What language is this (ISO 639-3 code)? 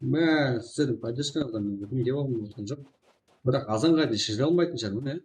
kaa